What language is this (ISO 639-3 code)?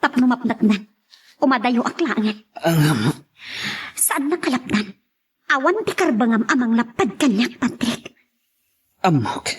ilo